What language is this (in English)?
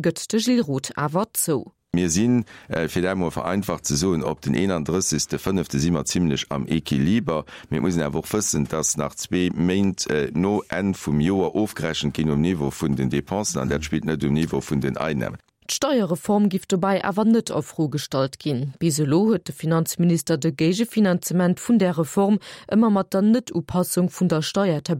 Luxembourgish